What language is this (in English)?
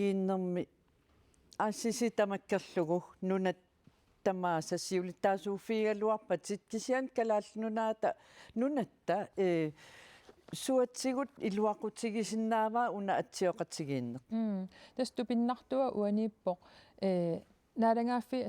Kalaallisut